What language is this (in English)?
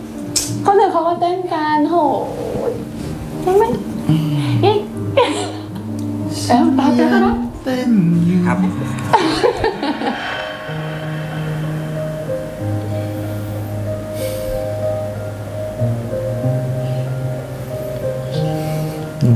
Thai